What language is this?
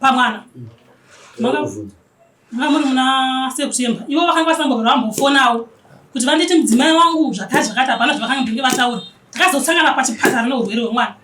Shona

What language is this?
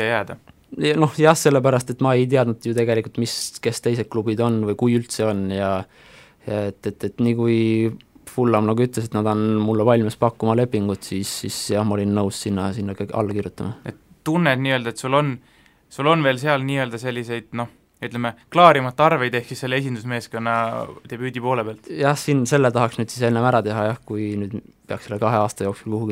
Estonian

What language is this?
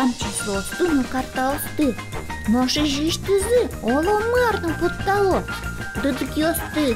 Udmurt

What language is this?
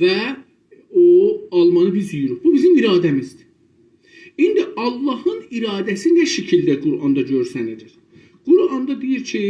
South Azerbaijani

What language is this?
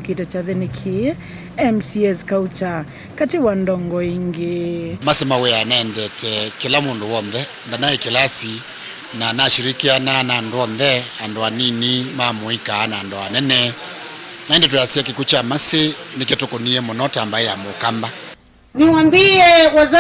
Kamba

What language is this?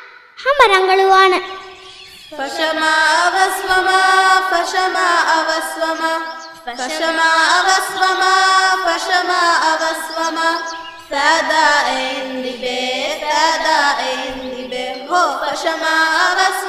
Divehi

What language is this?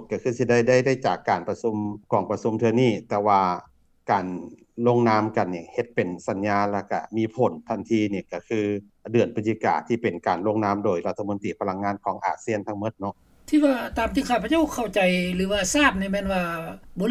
Lao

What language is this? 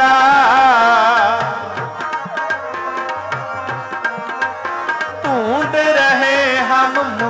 Punjabi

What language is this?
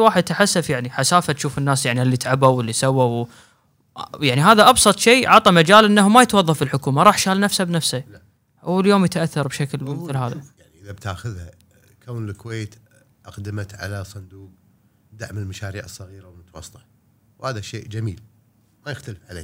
Gulf Arabic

